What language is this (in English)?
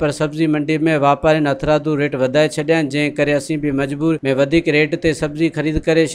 Sindhi